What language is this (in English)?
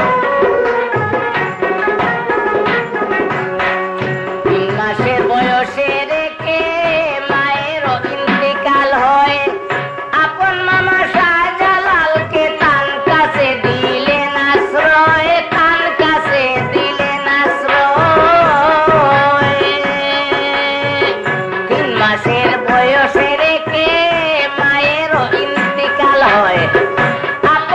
Bangla